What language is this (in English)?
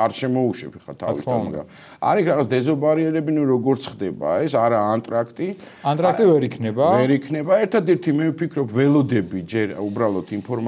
Georgian